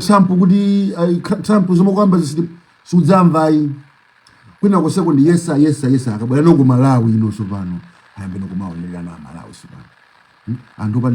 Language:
Nyanja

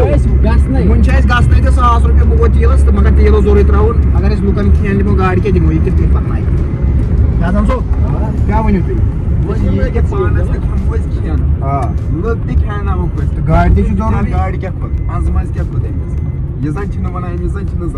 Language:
Kashmiri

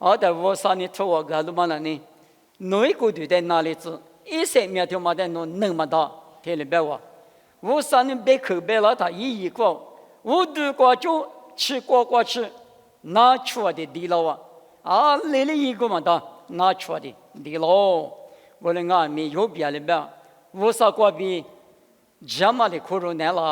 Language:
Lisu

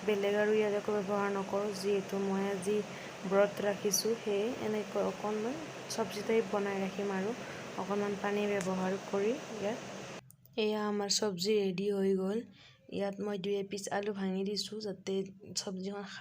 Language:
Assamese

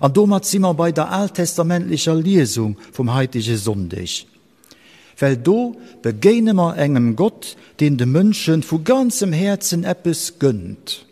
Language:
Luxembourgish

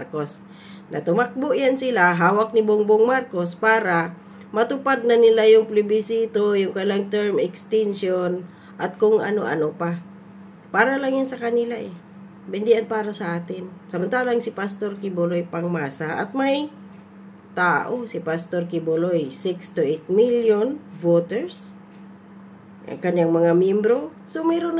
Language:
Filipino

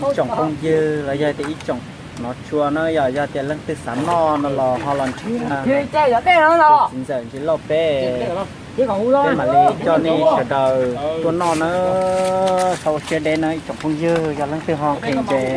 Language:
Hmong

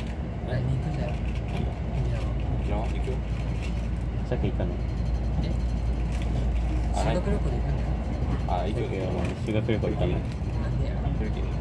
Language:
Japanese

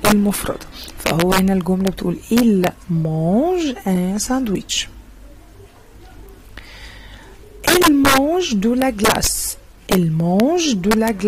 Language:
Egyptian Arabic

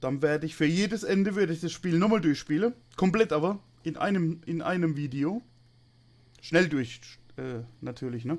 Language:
Palatine German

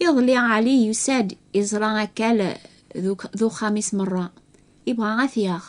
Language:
Kabyle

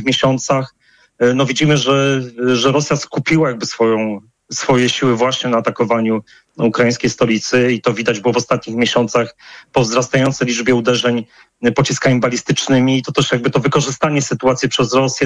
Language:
Polish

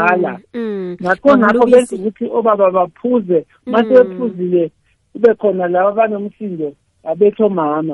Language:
South Ndebele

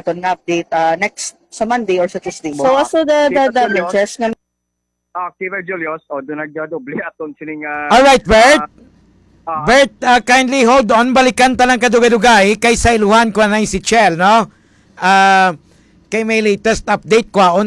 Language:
Hiligaynon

